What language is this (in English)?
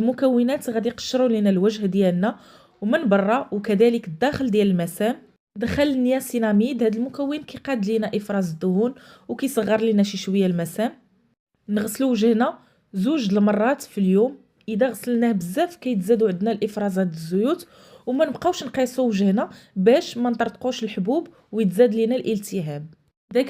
Moroccan Arabic